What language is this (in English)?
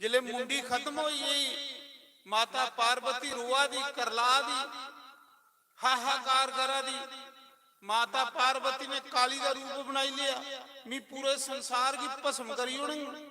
Dogri